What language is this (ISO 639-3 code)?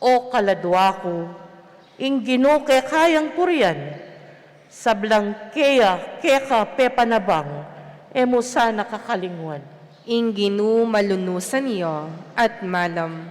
pam